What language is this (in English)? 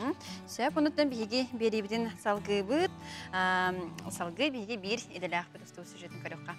Yakut